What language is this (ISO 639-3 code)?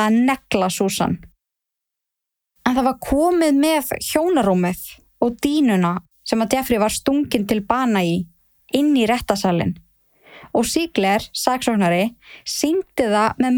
isl